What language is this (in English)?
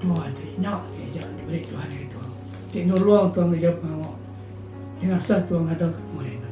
Iban